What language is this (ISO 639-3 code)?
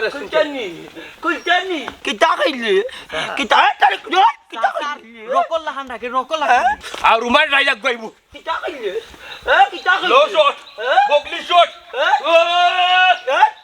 syl